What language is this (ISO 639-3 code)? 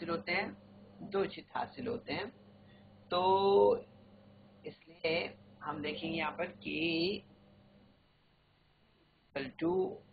urd